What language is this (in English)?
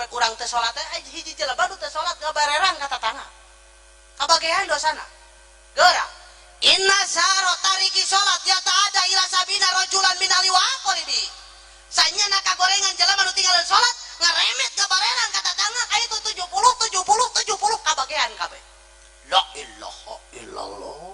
Sundanese